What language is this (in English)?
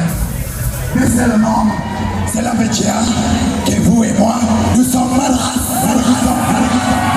Morisyen